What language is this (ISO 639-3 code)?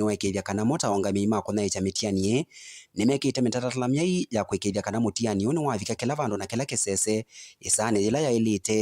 kam